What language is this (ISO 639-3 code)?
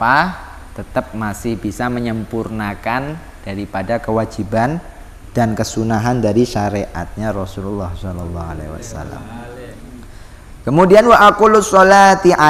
ind